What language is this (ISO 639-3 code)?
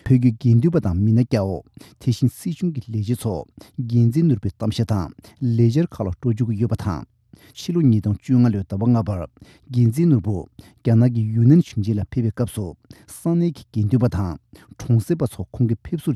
bod